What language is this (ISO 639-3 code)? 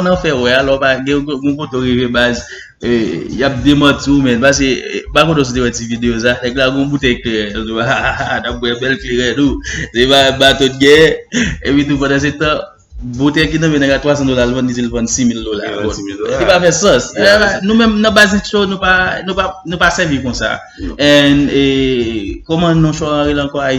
hat